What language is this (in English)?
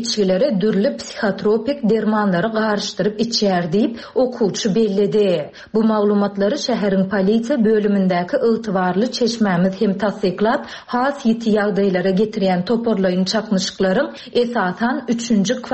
Turkmen